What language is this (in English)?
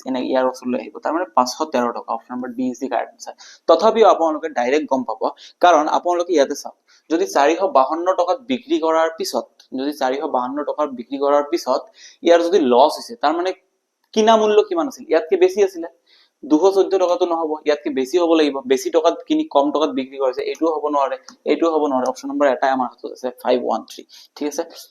Assamese